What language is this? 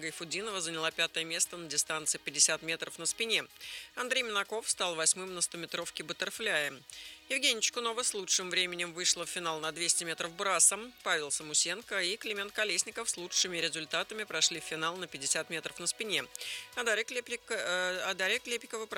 Russian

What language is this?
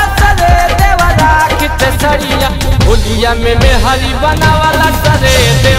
Bhojpuri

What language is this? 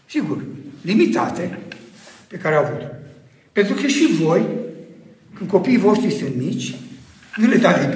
Romanian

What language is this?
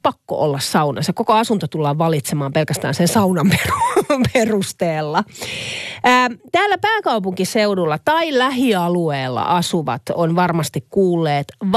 Finnish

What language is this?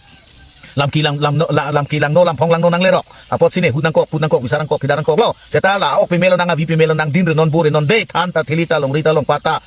Karbi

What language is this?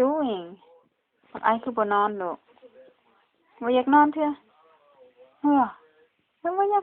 Lao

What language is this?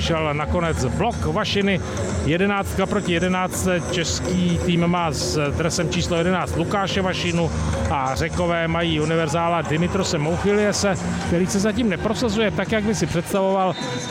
Czech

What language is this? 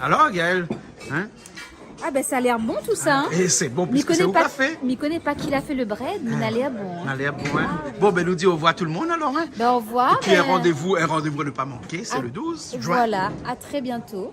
Réunion Creole French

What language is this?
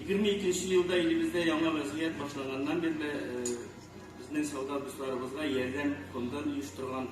Tatar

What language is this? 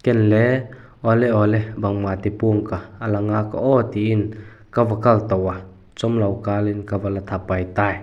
Vaiphei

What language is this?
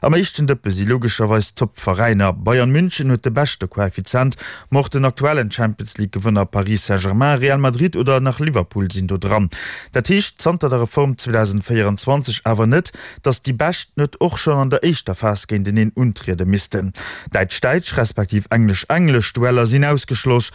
Luxembourgish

